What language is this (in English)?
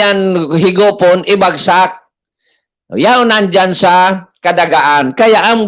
Bikol